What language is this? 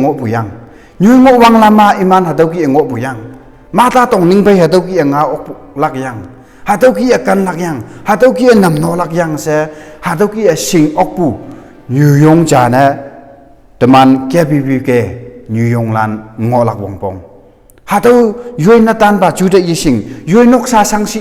Konyak Naga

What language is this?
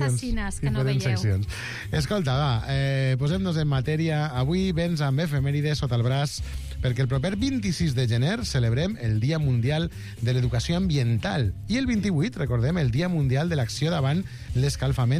Catalan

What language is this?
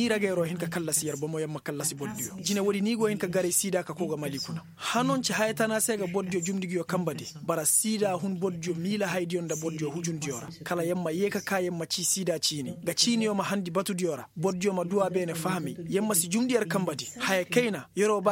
Koyraboro Senni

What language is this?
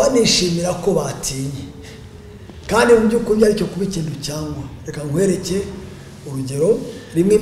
Kinyarwanda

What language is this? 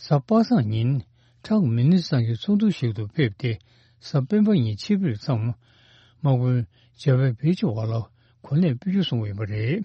Tibetan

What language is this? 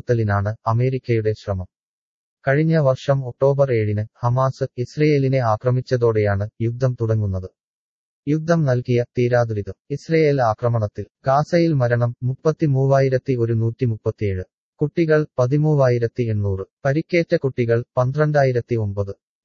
Malayalam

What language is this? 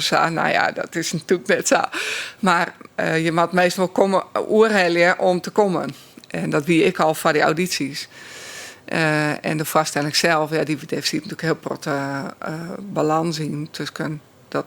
Western Frisian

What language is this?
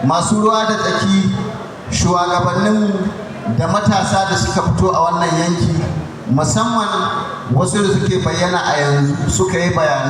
Hausa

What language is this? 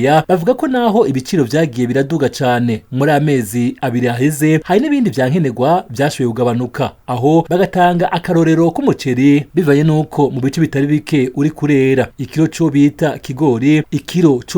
Rundi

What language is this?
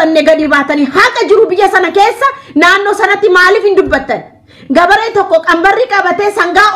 Oromo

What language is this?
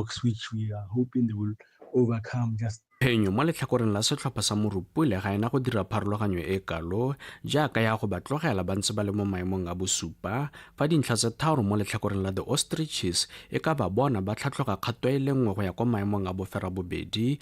Tswana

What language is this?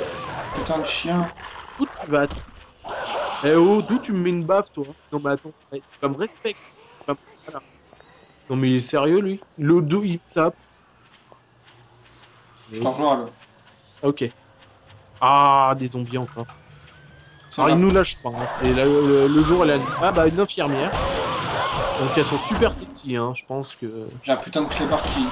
French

